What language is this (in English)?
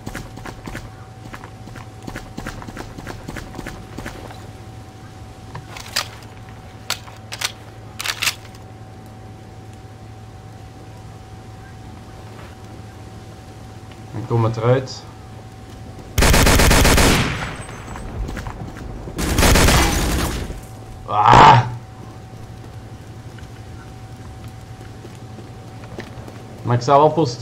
Dutch